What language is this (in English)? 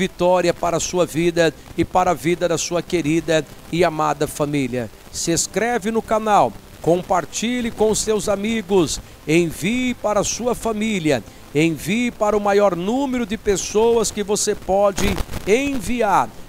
Portuguese